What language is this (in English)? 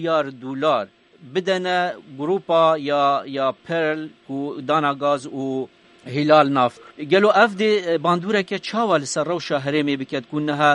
Kurdish